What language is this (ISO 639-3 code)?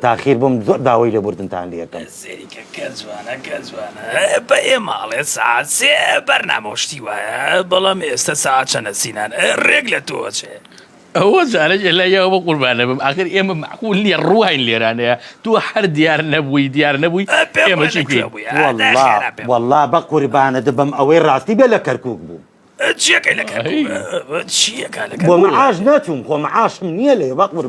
ckb